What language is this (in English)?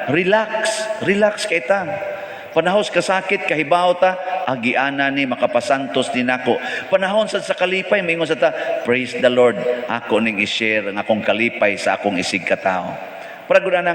Cebuano